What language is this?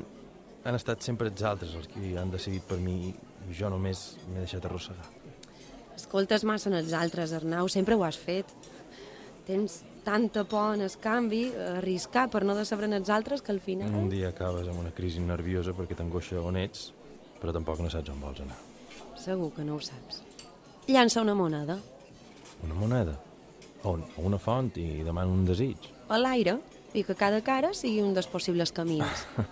Catalan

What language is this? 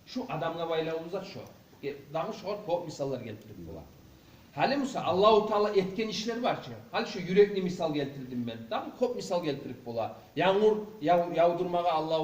Kumyk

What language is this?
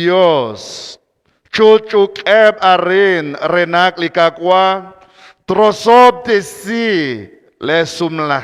Kekchí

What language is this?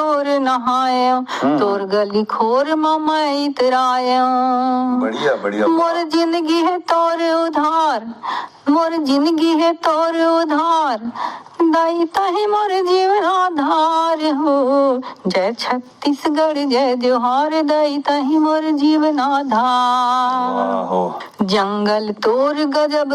Chhattisgarhi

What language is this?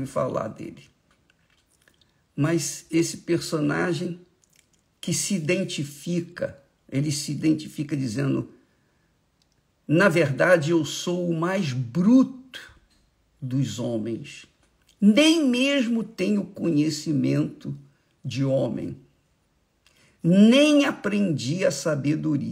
Portuguese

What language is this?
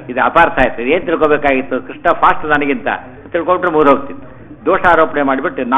Kannada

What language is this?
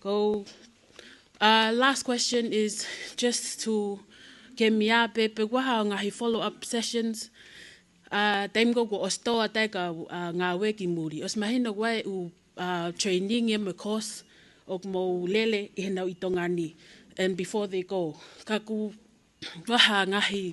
Tongan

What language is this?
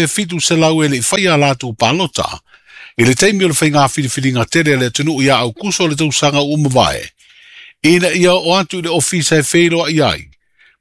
Samoan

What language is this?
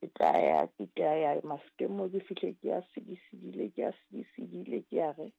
Southern Sotho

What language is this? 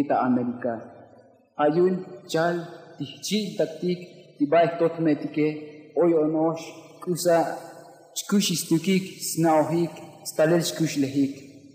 Tzotzil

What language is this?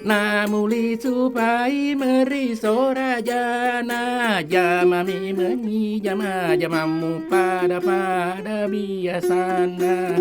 Buginese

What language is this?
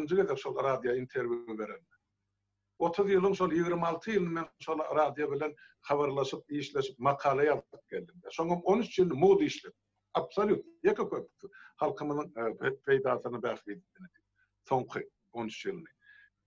Turkmen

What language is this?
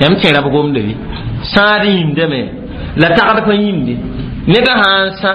Mossi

